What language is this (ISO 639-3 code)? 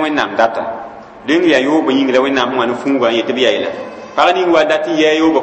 mos